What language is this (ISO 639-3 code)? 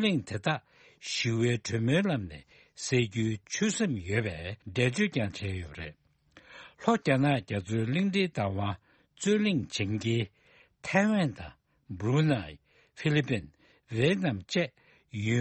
bod